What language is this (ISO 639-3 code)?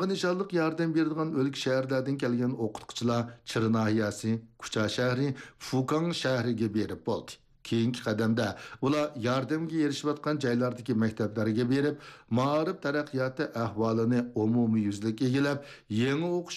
uig